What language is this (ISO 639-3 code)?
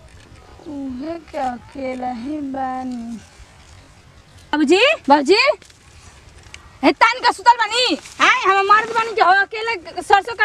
bho